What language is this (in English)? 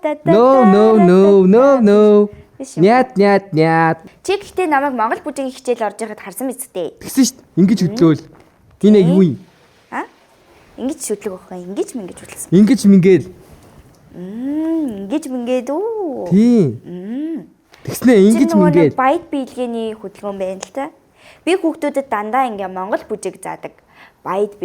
Mongolian